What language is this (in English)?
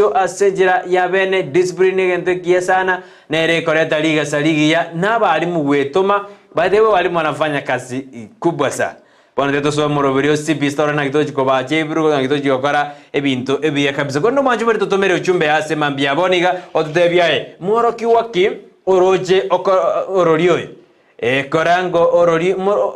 Gusii